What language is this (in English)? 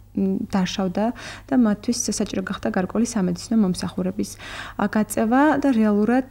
Georgian